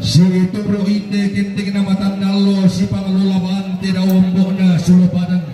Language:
Toraja-Sa'dan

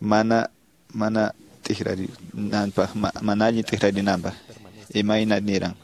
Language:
Quechua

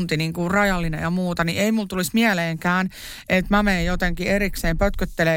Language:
Finnish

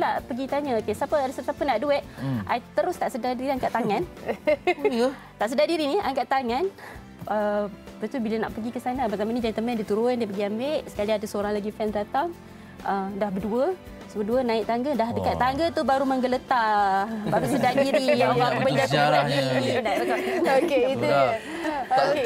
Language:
Malay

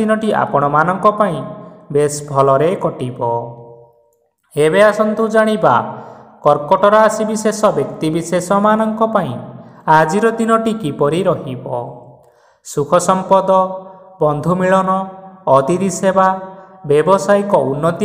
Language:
Odia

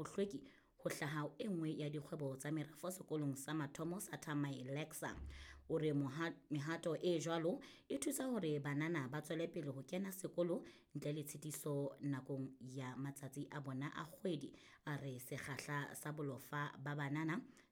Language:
Southern Sotho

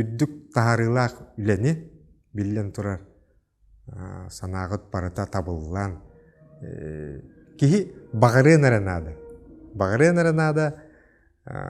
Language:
Yakut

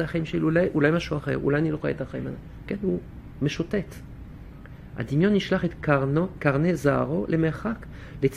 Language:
Hebrew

